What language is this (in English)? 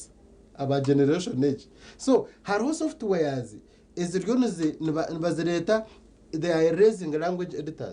Nyankole